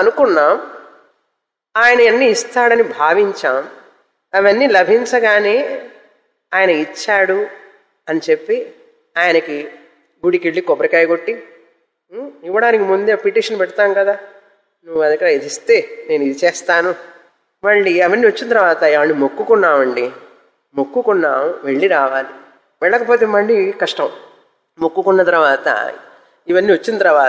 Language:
Telugu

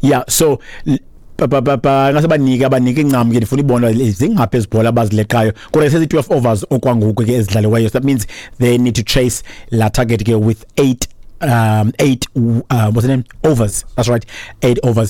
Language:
Xhosa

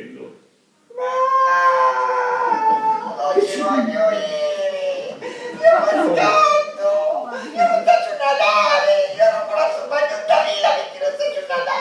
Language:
Sicilian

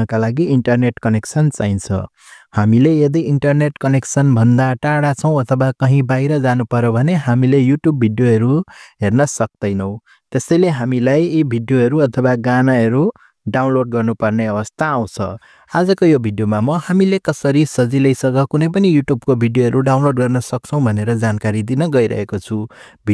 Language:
Nepali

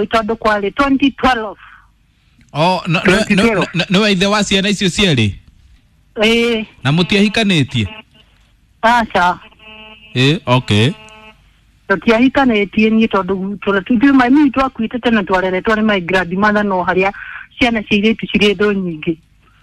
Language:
Kikuyu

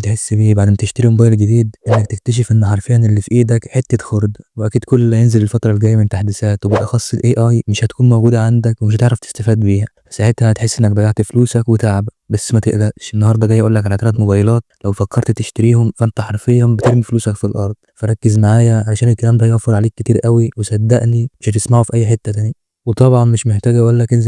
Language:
Egyptian Arabic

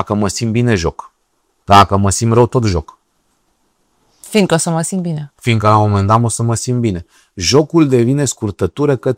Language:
Romanian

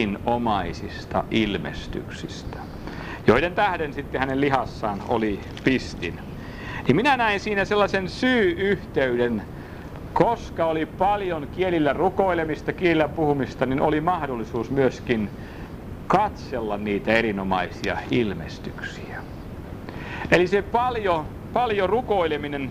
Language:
Finnish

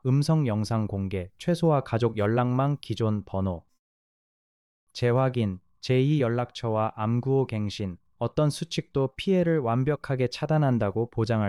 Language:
Korean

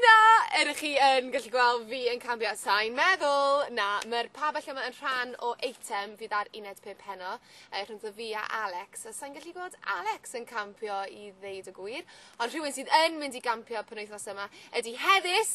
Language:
Welsh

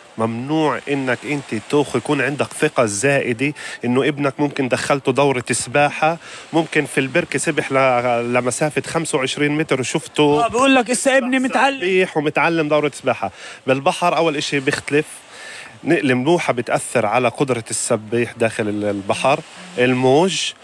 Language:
North Levantine Arabic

